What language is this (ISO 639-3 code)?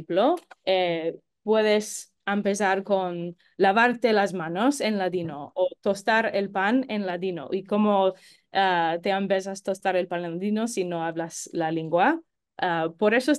lad